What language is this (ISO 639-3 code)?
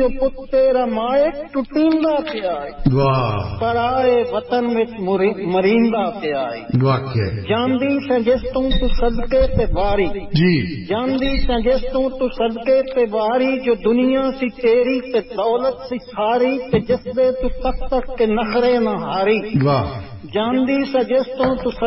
pan